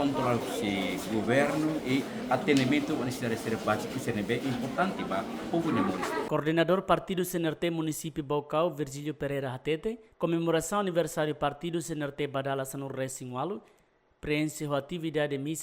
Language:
Tetum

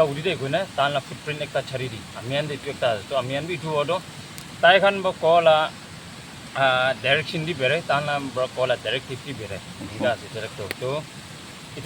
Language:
Naga Pidgin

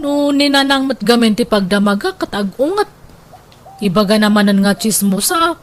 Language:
Iloko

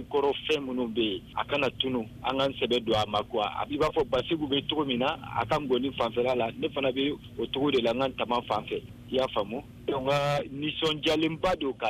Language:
Bambara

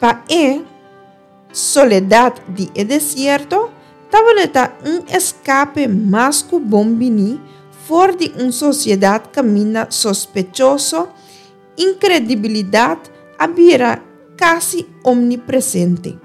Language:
Papiamento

